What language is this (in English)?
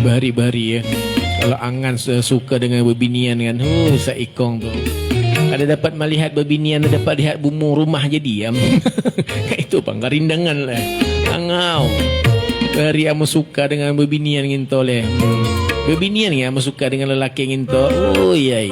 Banjar